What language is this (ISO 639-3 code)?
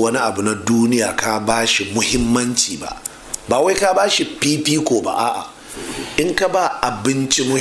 hau